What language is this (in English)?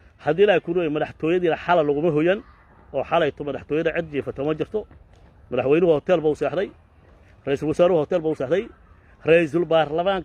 Somali